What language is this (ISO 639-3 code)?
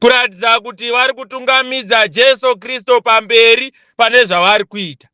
sna